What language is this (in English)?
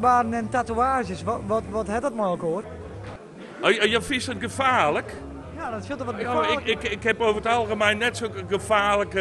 Western Frisian